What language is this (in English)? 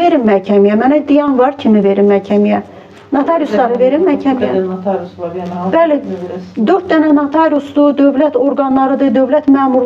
Azerbaijani